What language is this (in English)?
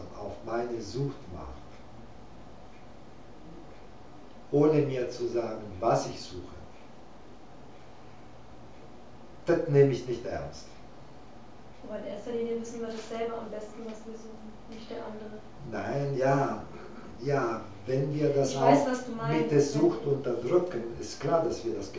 German